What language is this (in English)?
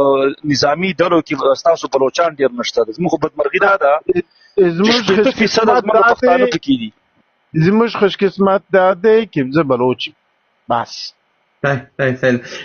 Pashto